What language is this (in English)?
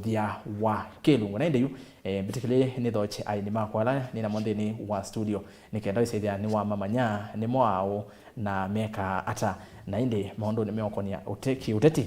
Kamba